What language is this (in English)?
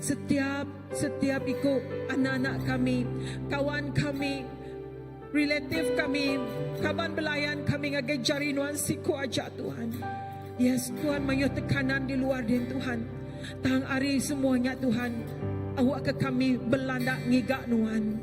Iban